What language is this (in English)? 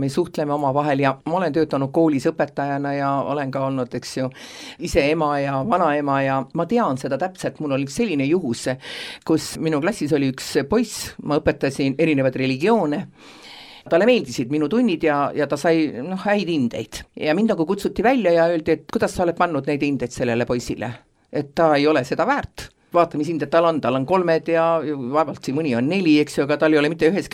Estonian